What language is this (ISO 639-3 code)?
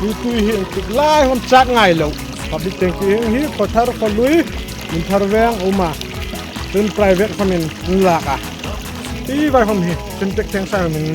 hmr